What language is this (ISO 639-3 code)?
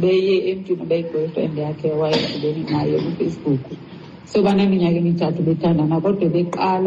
xho